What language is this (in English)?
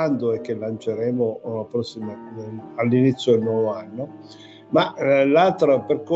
Italian